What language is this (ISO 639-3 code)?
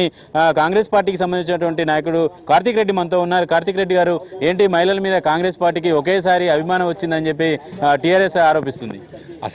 tel